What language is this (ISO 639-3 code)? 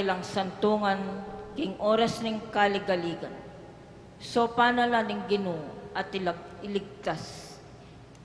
pam